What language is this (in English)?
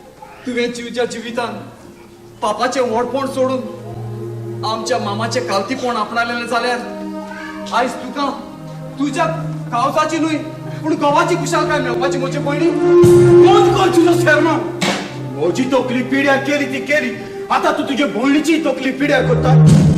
Konkani